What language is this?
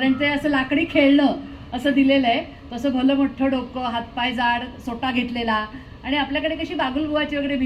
Marathi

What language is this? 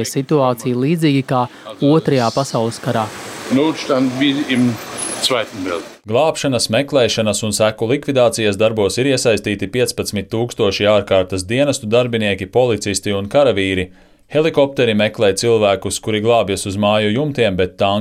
Latvian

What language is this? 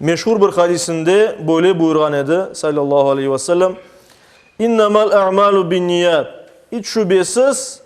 Crimean Tatar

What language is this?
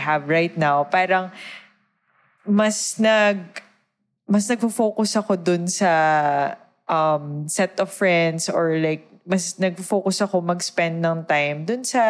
Filipino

